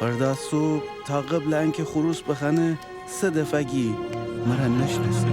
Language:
Gilaki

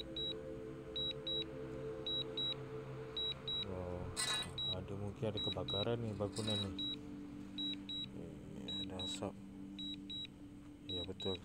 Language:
Malay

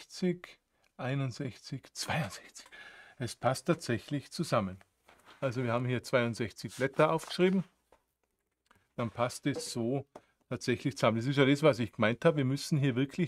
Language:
German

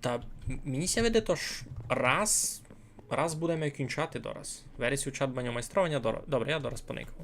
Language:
Rusyn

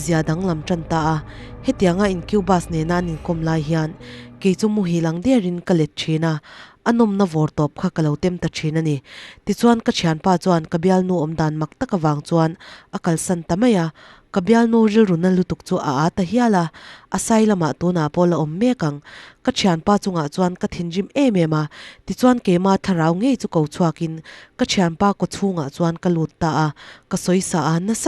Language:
Mizo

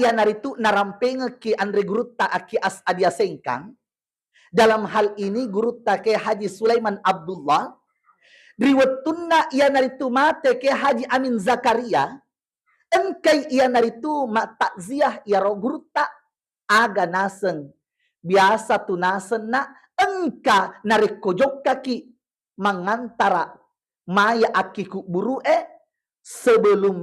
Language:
Buginese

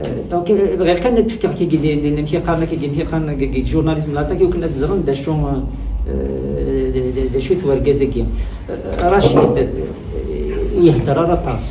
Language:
Kabyle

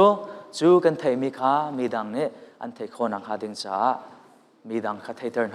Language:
Hakha Chin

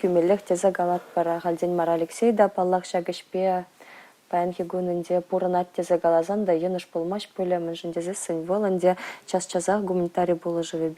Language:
Chuvash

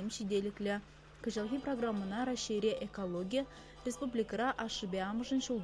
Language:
Chuvash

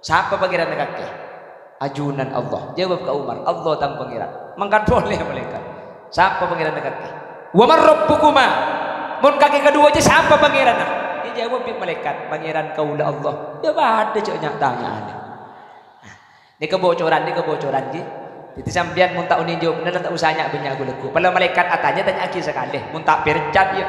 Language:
Madurese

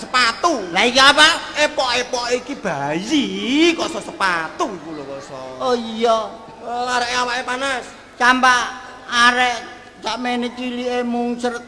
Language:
Javanese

